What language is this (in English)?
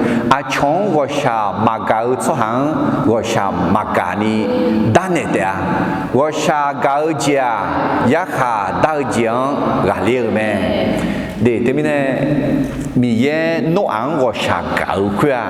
Akha